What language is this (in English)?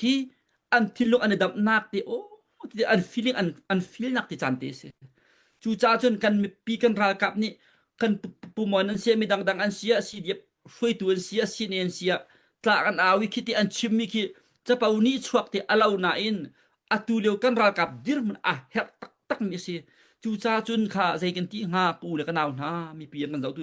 Hakha Chin